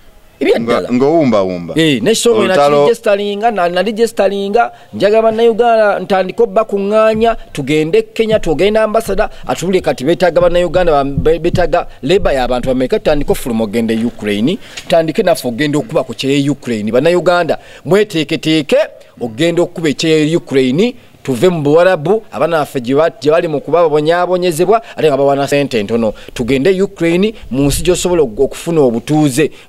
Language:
Ganda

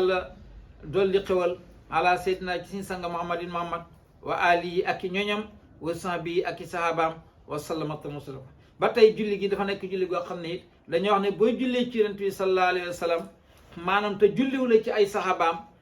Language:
Wolof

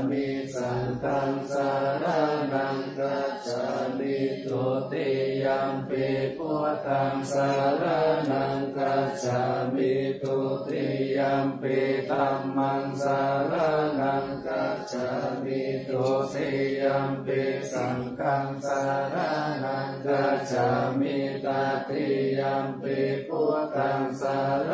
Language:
Pali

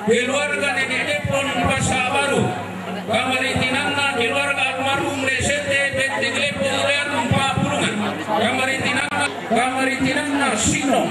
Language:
Toraja-Sa'dan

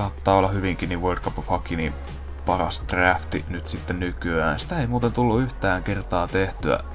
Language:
Finnish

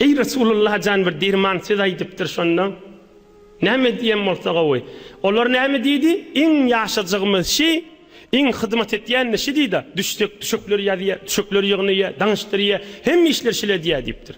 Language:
Turkmen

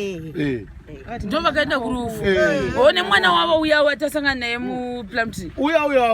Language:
Shona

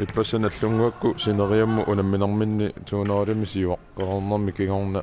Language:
Kalaallisut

